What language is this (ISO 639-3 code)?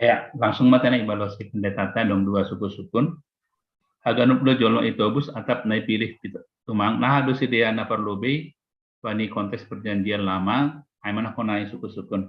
bts